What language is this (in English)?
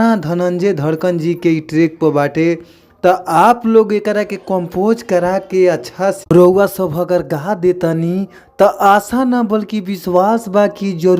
Bhojpuri